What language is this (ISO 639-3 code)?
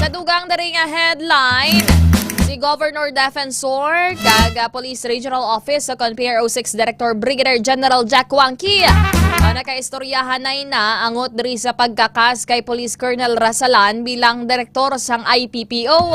hil